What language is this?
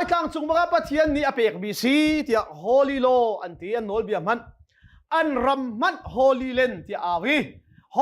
Hakha Chin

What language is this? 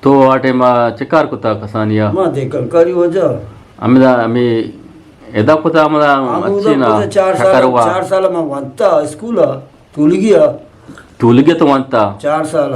Eastern Balochi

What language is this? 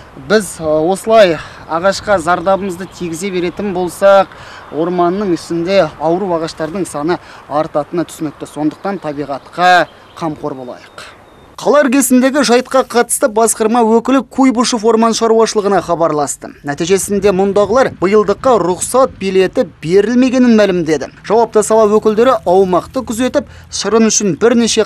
Kazakh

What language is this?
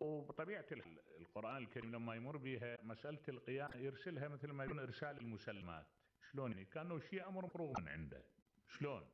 Mesopotamian Arabic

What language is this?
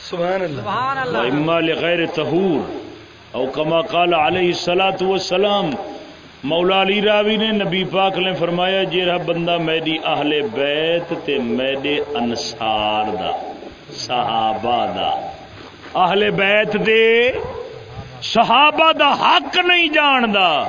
Saraiki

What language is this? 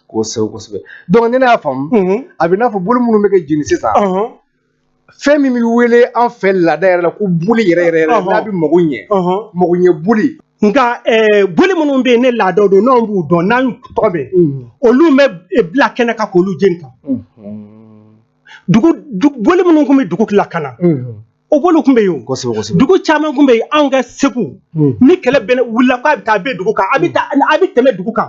Bambara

